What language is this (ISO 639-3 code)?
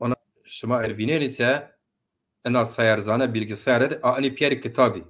zza